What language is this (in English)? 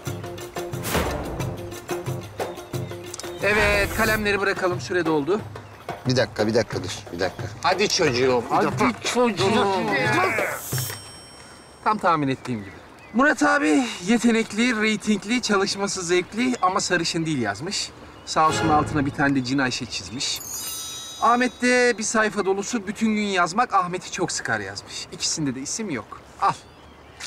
Turkish